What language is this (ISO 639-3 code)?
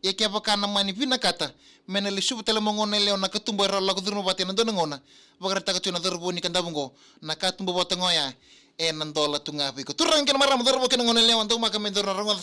fij